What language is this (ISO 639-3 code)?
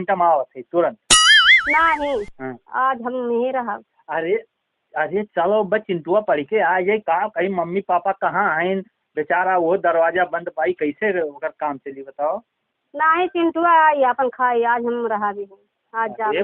awa